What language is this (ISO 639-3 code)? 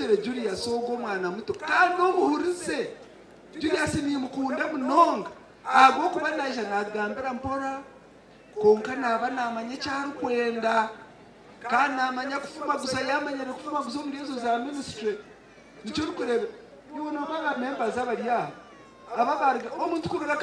nyn